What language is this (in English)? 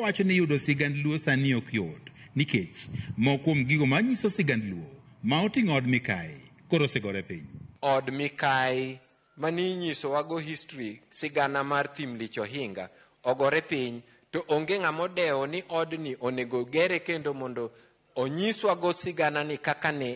Luo (Kenya and Tanzania)